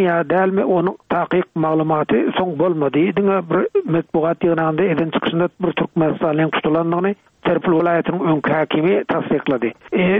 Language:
Turkmen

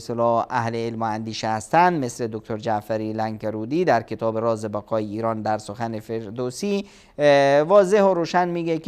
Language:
Persian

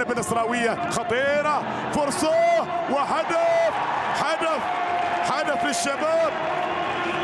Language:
Arabic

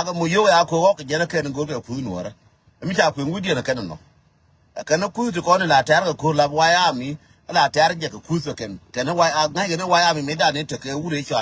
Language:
Nuer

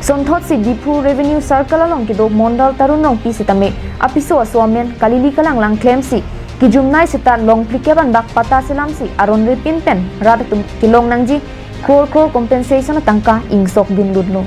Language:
Karbi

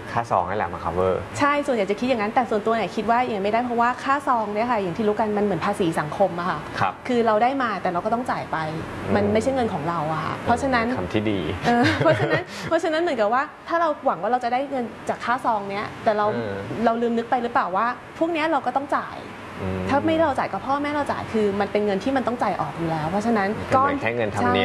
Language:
Thai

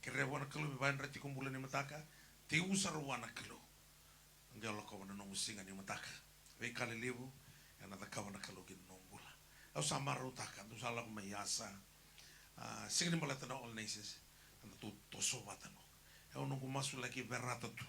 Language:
Fijian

